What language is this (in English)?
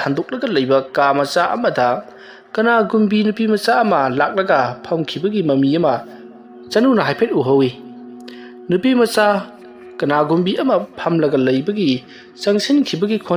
Manipuri